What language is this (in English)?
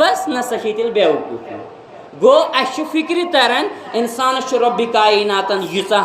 Kashmiri